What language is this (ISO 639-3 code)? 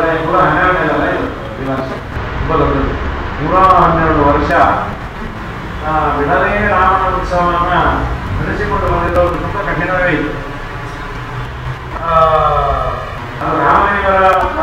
kan